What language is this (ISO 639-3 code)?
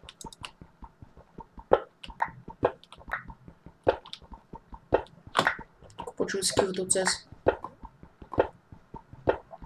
bul